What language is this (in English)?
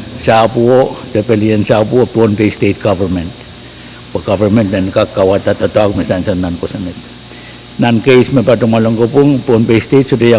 Pohnpeian